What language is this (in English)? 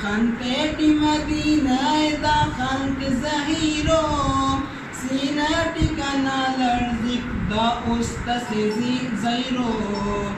Brahui